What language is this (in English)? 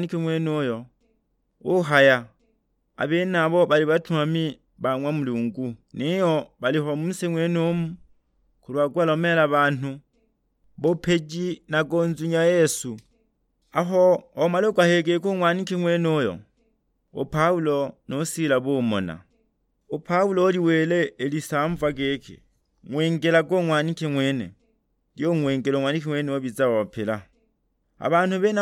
Sukuma